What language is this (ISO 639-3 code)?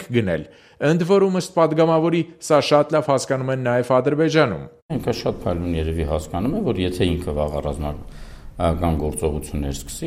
hye